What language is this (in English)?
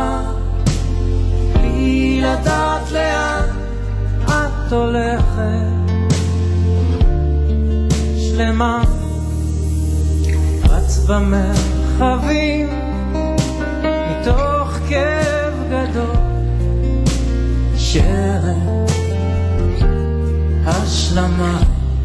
Hebrew